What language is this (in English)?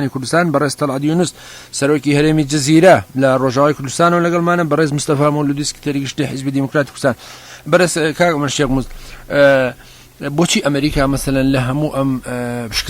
Central Kurdish